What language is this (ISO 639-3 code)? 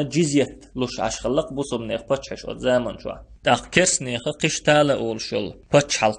che